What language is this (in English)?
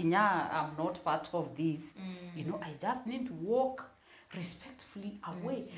Meru